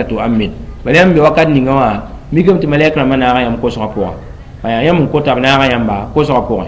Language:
Mossi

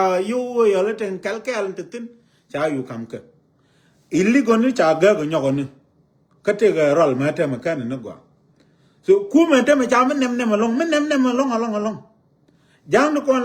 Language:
Nuer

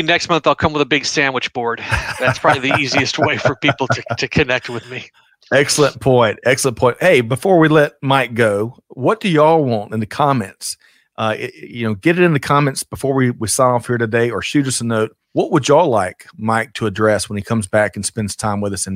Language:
English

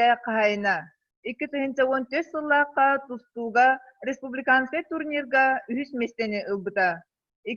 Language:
Yakut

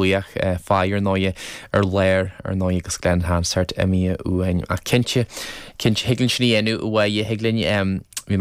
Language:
Irish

